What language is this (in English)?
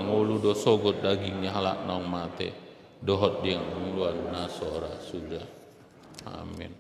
Batak Toba